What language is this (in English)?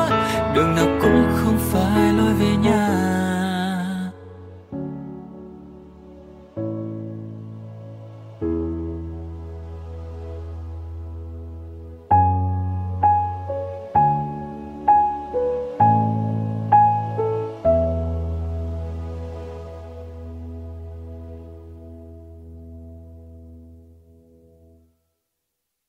Vietnamese